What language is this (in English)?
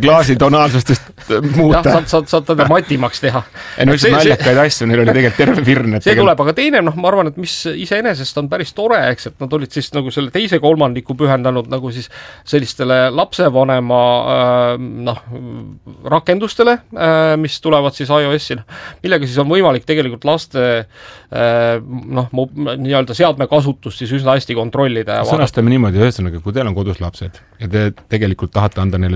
Estonian